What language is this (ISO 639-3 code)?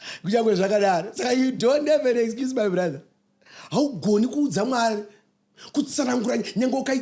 sna